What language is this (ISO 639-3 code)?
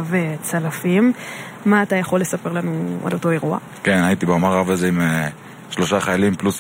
heb